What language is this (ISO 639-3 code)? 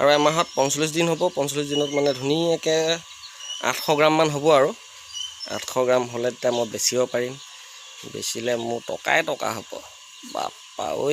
asm